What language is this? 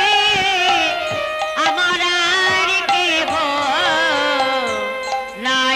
Bangla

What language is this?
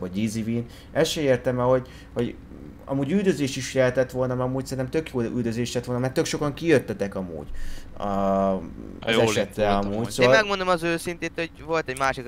Hungarian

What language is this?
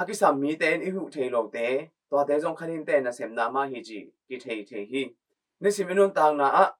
Tedim Chin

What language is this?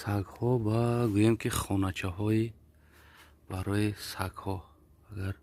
Tajik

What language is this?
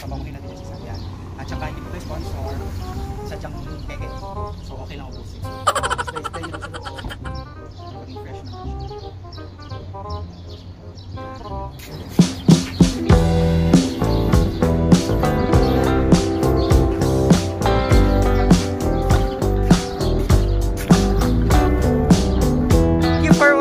Filipino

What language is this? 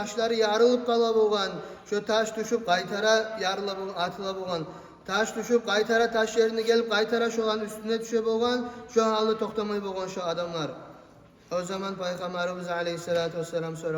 Kumyk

